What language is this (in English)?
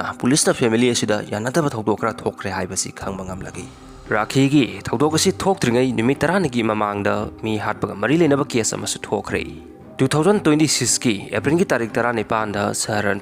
Manipuri